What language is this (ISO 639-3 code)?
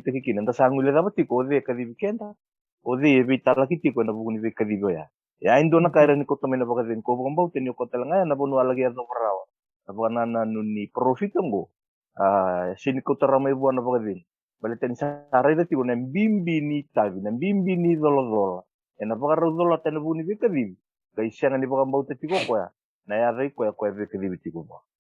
fij